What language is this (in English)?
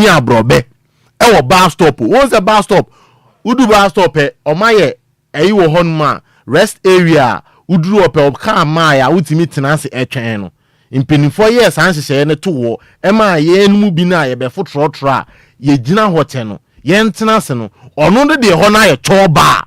Akan